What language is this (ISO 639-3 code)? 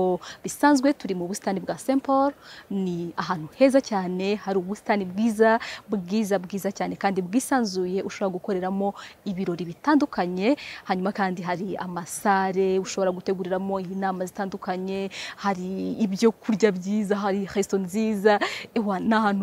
kin